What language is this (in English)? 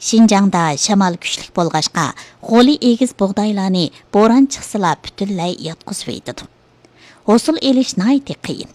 Uyghur